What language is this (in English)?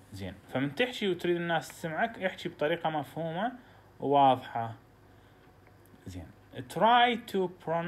Mesopotamian Arabic